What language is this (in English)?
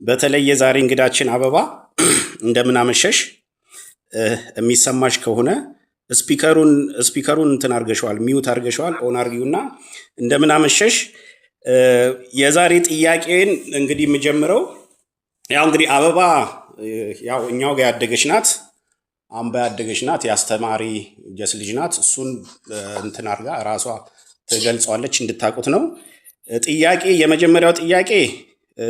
Amharic